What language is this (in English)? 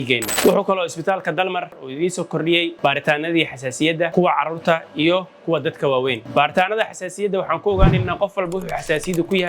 Somali